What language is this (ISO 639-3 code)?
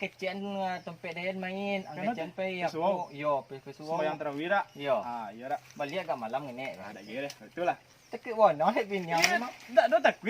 min